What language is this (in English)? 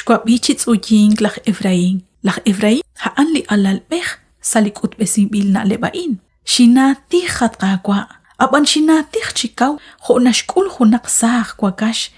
Kekchí